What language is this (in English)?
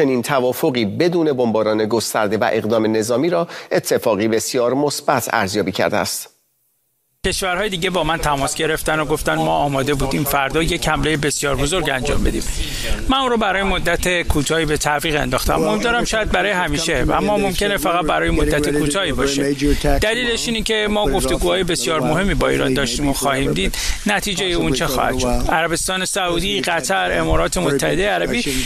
Persian